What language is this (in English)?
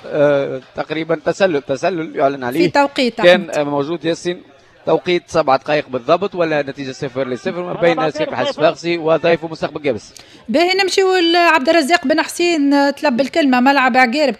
Tunisian Arabic